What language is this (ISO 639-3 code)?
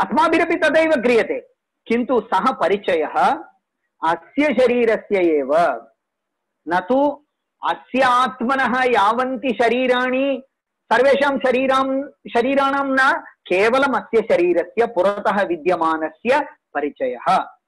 san